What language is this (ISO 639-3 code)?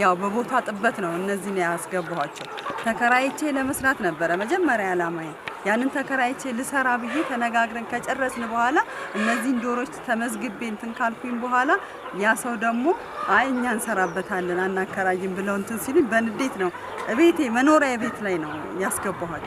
amh